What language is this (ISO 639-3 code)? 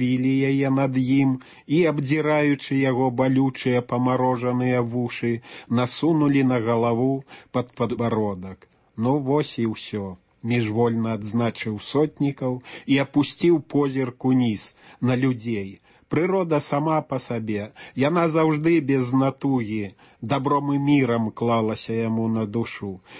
bel